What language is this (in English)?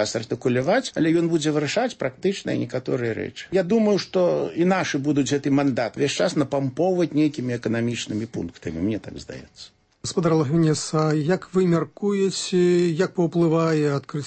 Belarusian